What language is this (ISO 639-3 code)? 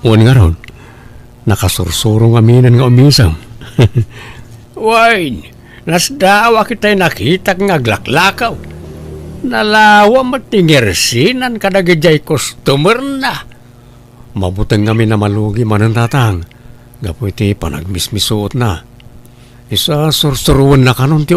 ilo